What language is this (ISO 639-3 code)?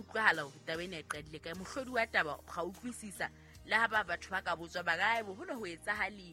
sot